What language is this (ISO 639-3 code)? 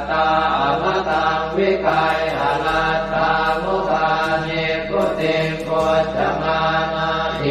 pli